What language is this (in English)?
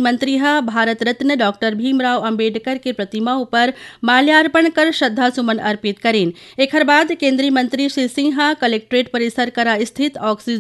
Chhattisgarhi